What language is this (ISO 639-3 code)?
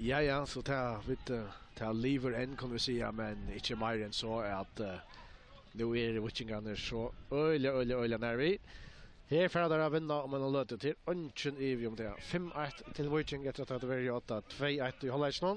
fao